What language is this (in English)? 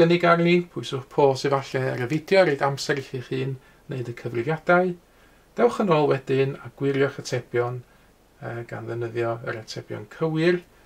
Welsh